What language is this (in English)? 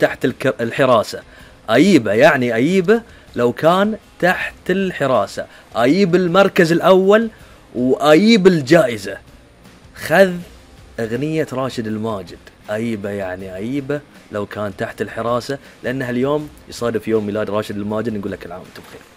Gulf Arabic